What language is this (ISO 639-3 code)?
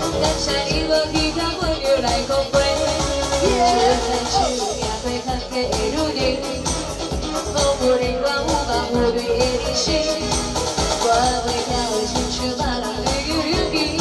nan